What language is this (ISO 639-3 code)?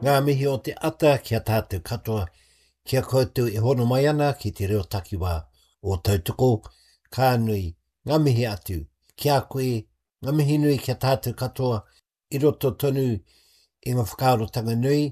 mri